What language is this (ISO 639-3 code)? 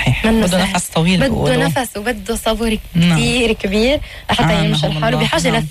apc